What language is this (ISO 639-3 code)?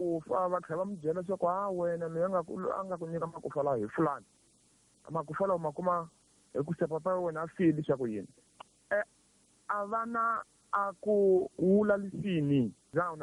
tso